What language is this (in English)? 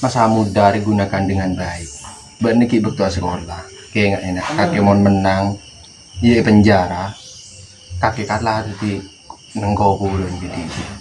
Madurese